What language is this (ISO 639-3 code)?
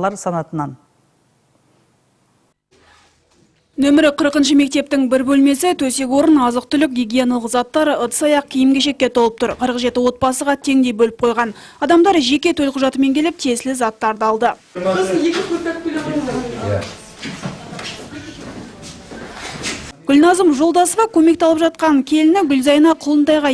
kaz